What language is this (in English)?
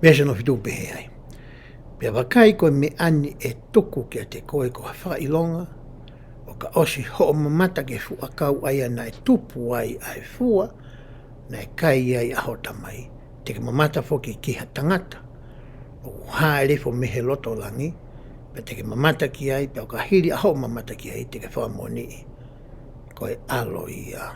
Tongan